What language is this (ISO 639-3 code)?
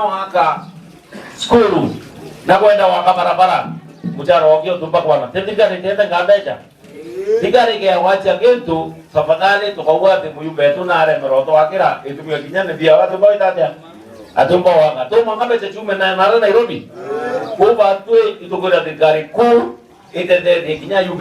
mer